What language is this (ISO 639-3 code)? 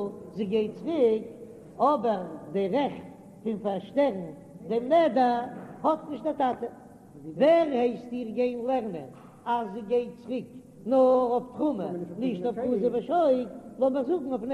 yid